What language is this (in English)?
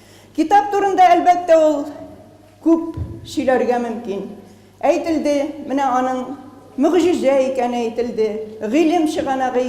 Tatar